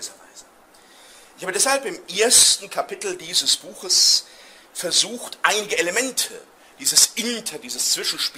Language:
German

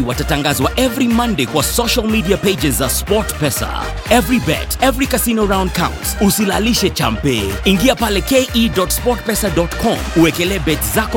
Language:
Swahili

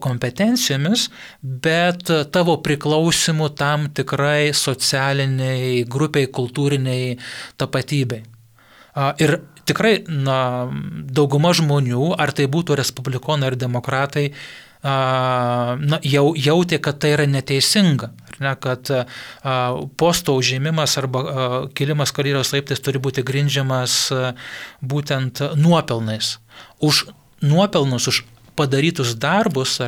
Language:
Lithuanian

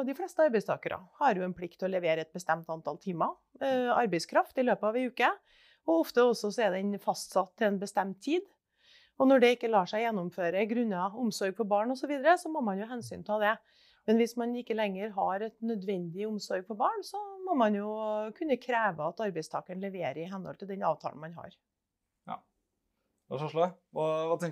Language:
Norwegian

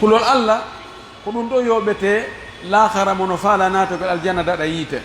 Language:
Pular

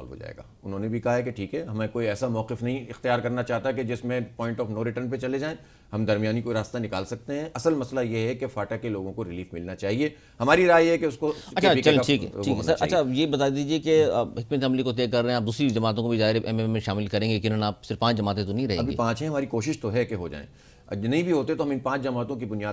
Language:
Urdu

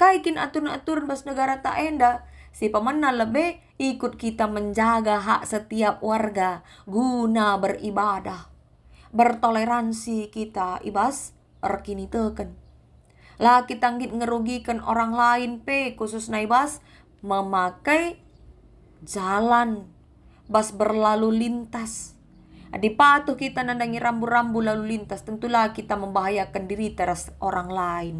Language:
Batak Karo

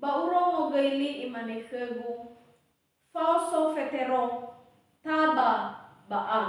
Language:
Nias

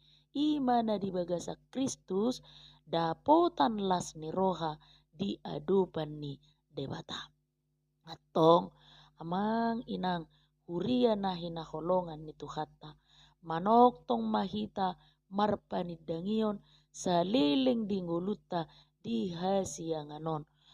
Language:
Batak Toba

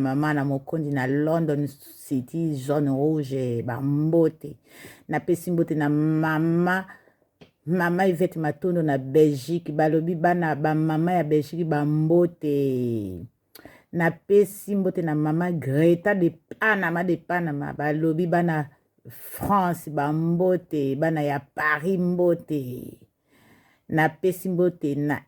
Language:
Lingala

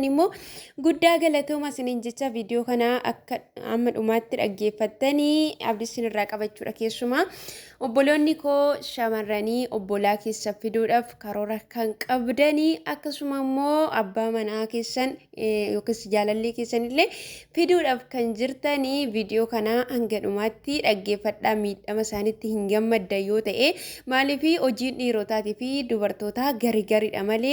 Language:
Oromo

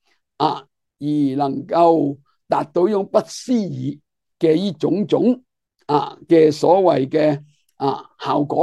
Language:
Cantonese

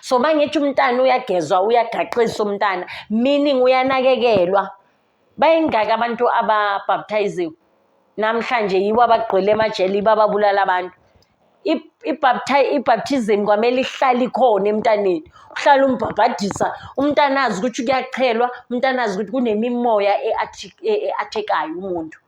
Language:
Zulu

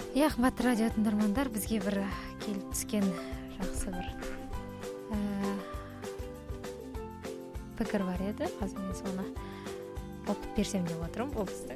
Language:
Kazakh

